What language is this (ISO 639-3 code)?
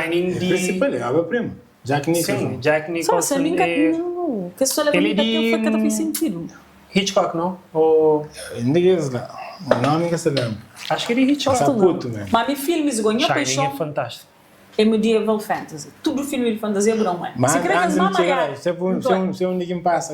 kea